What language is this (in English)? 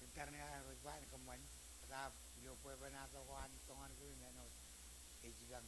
Marshallese